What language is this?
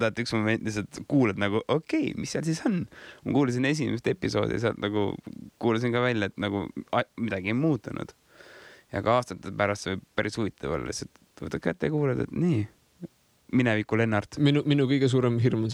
Estonian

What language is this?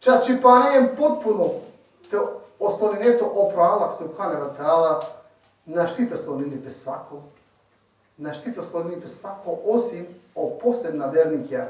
Balkan Romani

